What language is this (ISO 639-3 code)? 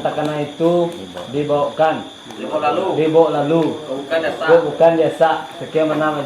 min